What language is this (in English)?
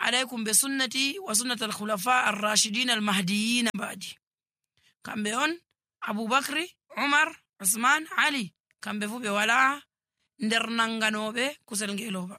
Nigerian Fulfulde